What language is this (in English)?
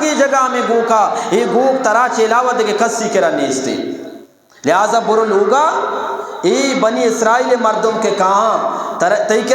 Eastern Balochi